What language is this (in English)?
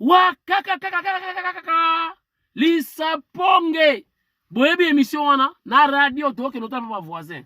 Lingala